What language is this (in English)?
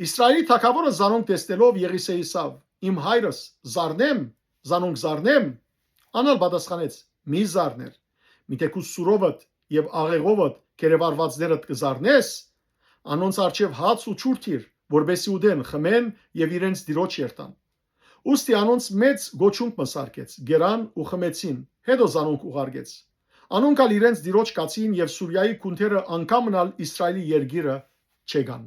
Western Armenian